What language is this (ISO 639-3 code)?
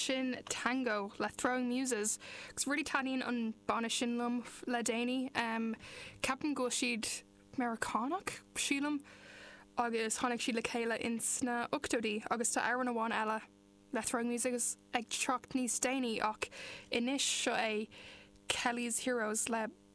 gle